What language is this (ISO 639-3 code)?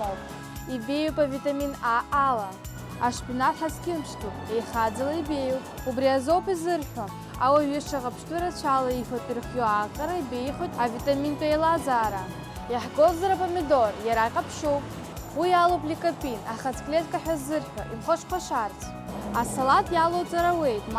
abk